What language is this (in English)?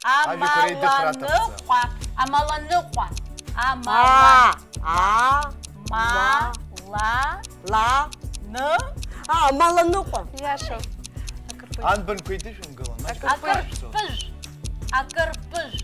Abkhazian